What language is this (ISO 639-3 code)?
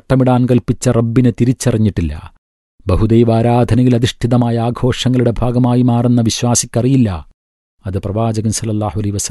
mal